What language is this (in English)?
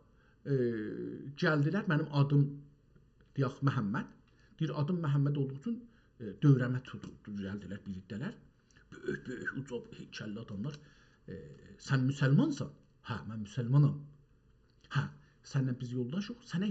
South Azerbaijani